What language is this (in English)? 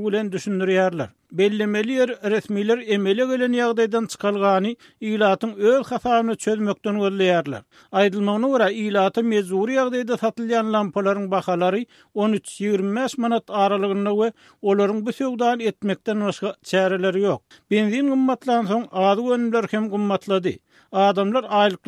Turkmen